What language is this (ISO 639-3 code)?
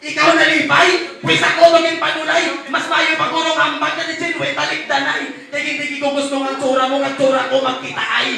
hil